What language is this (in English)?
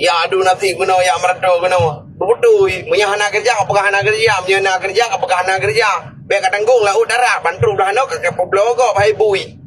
Achinese